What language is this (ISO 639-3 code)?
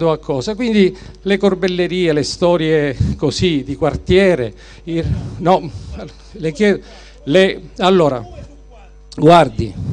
ita